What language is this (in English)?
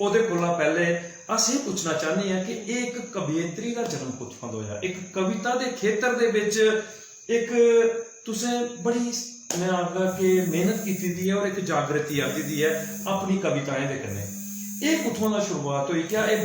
Dogri